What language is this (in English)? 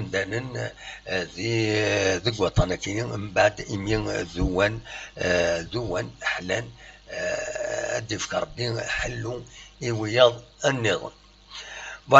Kabyle